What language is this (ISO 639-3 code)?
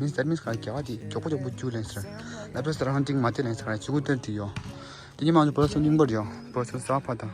bod